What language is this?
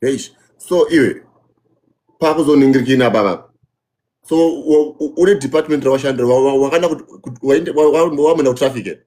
Shona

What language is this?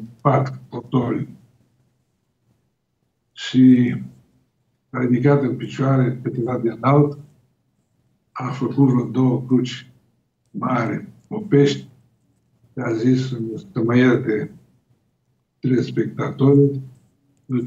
Romanian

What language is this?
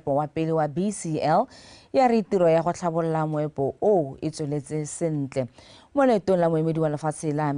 Tswana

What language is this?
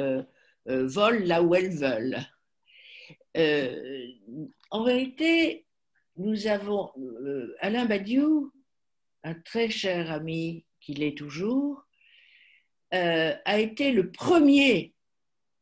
French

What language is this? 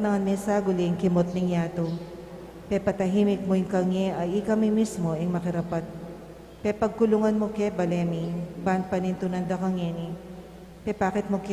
Pampanga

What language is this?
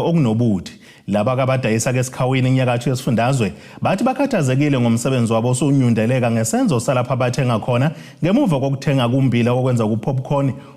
Zulu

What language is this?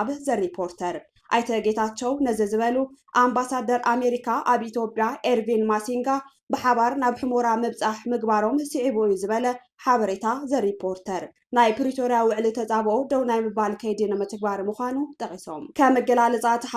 Tigrinya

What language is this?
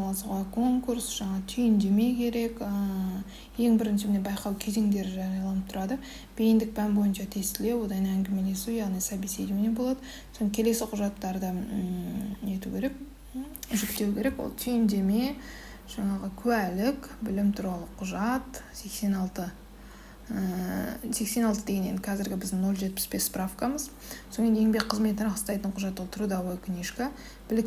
Kazakh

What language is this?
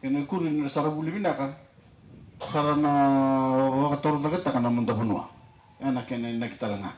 Fijian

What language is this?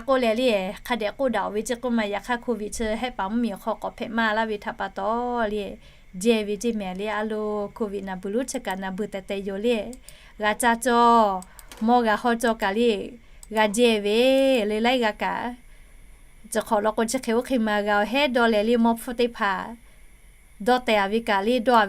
Lahu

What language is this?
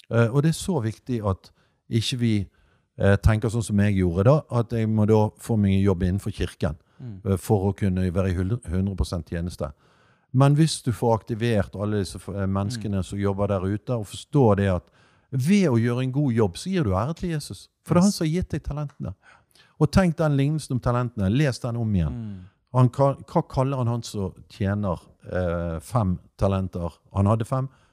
Norwegian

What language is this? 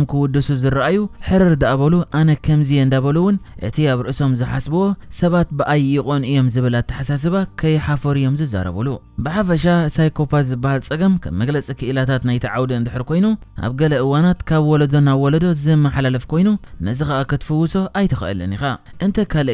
Tigrinya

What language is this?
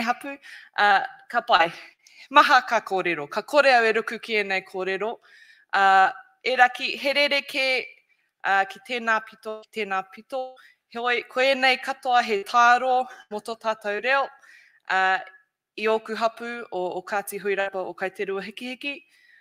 Māori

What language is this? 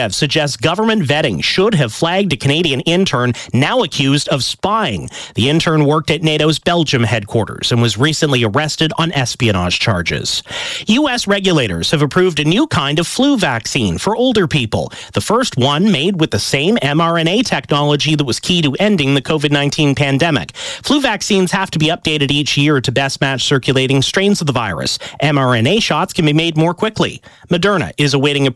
English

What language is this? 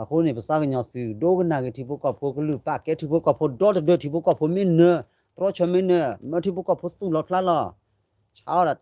S'gaw Karen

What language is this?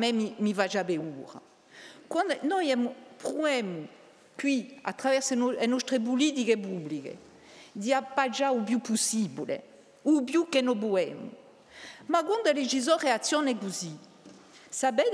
Corsican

